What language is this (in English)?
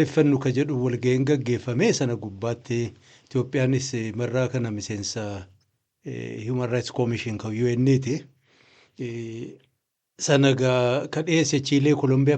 Oromo